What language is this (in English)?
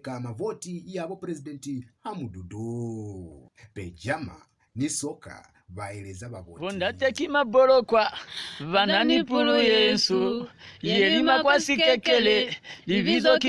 Lozi